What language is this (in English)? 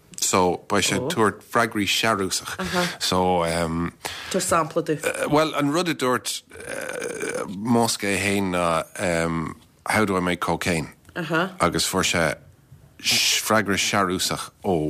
Irish